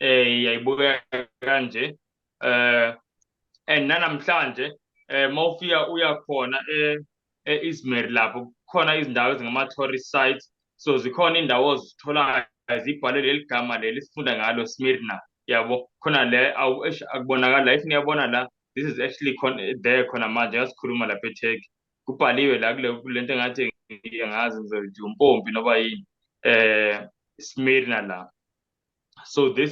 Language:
Zulu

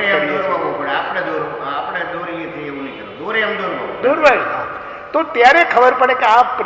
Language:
Gujarati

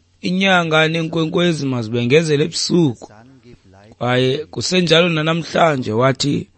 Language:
Xhosa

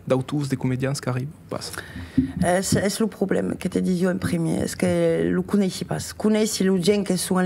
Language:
Occitan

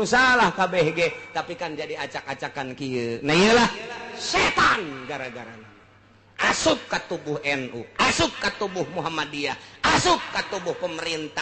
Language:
Sundanese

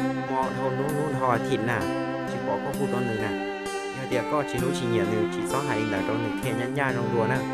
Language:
Hmong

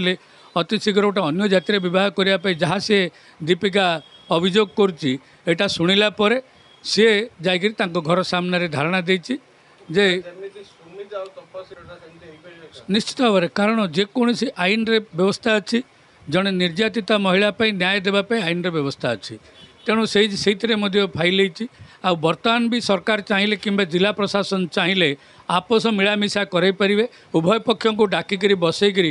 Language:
Odia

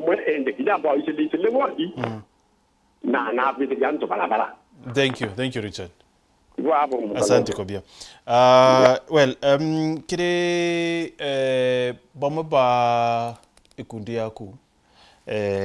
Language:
Meru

